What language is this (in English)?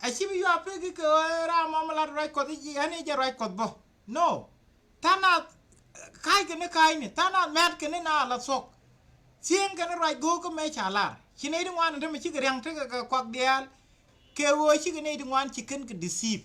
Nuer